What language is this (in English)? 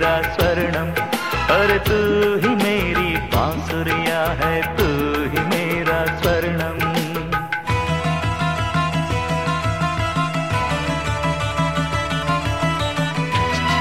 Hindi